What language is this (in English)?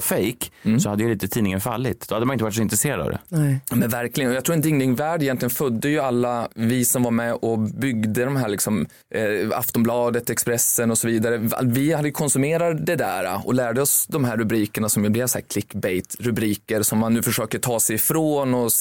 Swedish